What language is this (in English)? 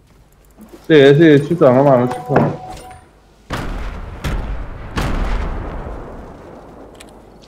Italian